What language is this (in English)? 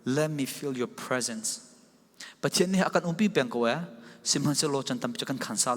Falam Chin